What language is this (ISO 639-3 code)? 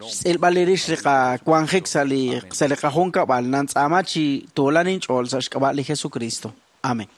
kek